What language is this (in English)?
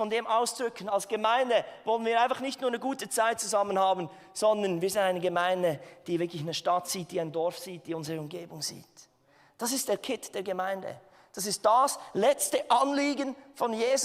Swiss German